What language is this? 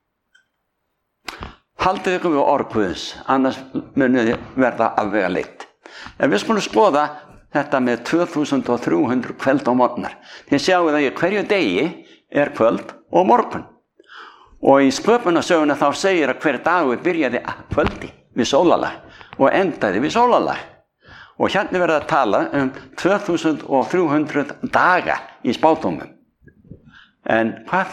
Icelandic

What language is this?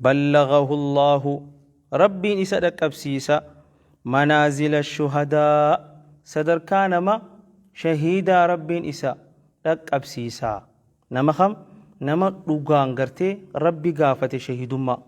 Oromo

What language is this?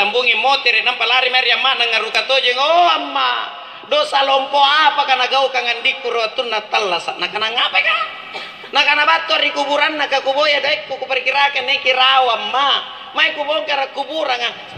Makasar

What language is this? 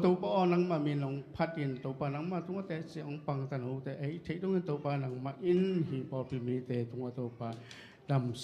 Tedim Chin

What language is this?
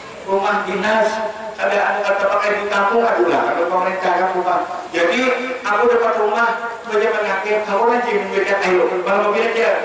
Banjar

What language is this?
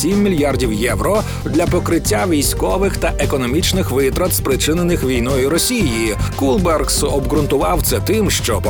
Ukrainian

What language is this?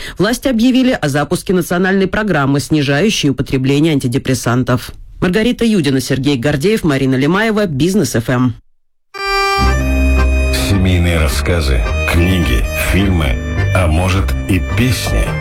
Russian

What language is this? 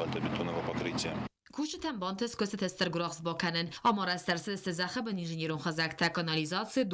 Ossetic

